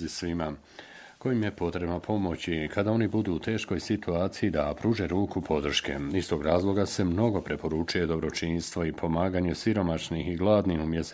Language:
Bosnian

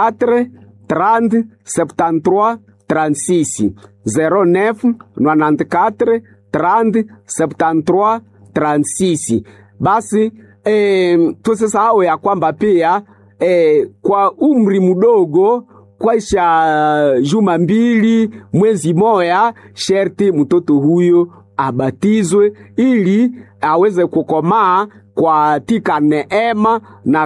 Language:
Swahili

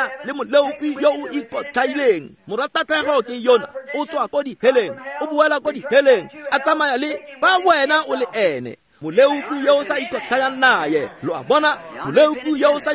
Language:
Tswana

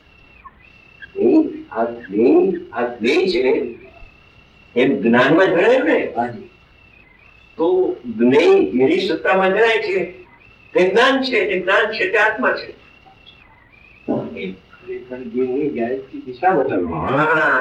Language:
Gujarati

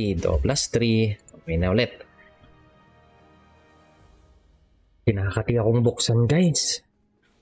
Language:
Filipino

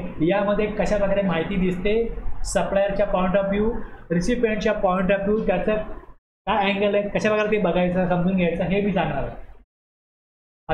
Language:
Marathi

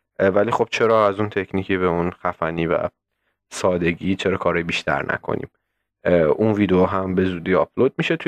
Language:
Persian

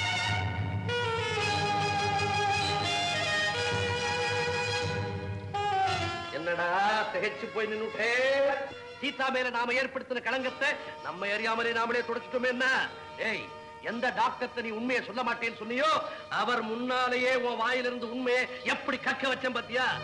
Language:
Tamil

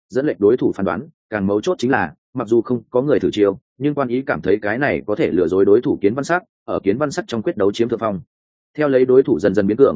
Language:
Vietnamese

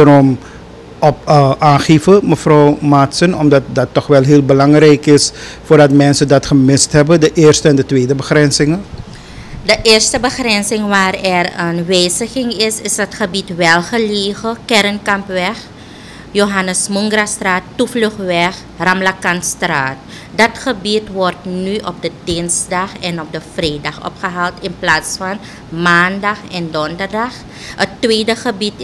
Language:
Dutch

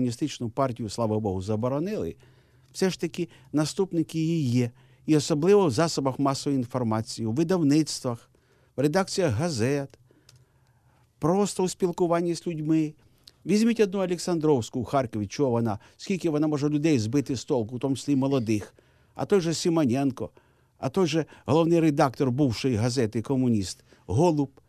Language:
Ukrainian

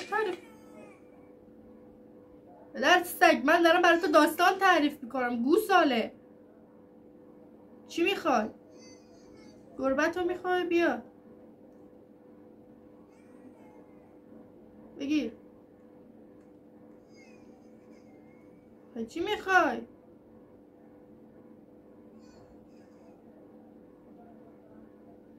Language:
Persian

